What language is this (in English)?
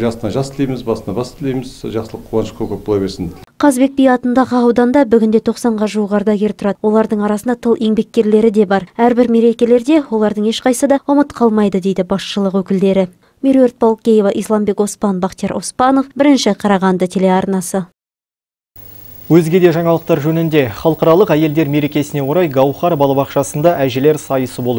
Kazakh